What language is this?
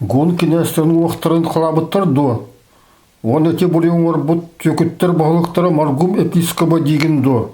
Yakut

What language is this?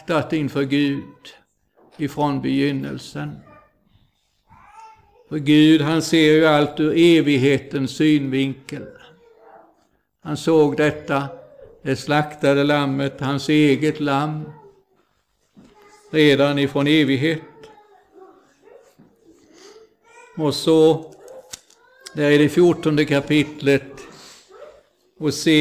Swedish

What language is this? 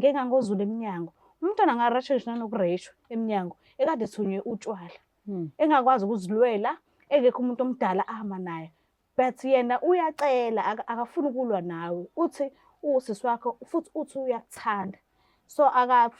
Zulu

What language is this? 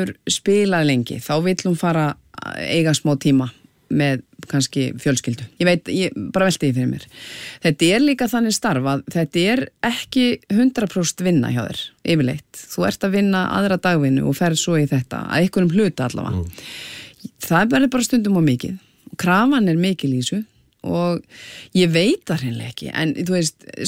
Icelandic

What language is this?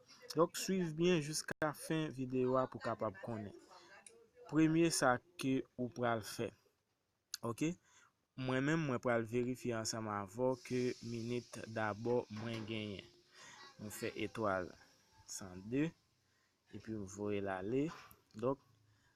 Haitian Creole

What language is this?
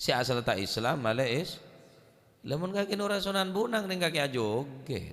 Madurese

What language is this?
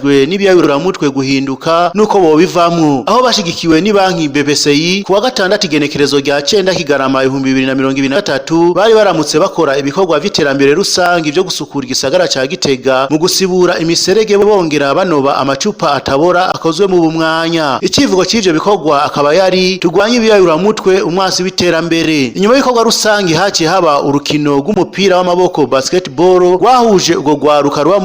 Rundi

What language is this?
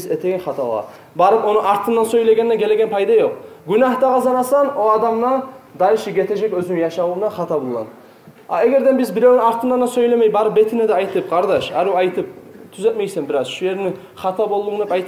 Kumyk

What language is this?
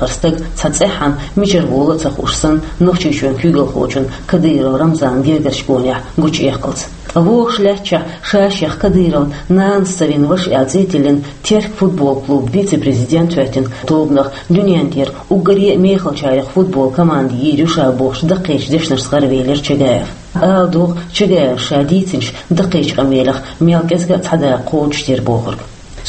Chechen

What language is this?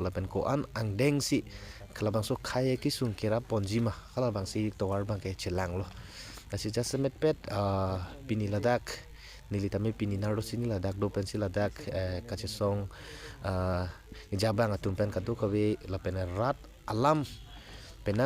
Karbi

